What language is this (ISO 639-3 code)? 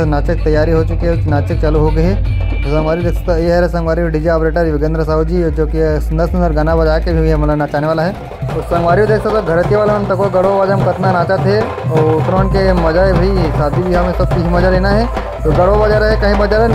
hne